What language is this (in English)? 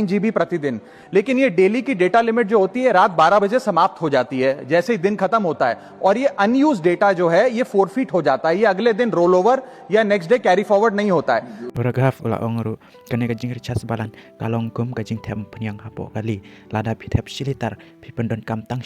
Khasi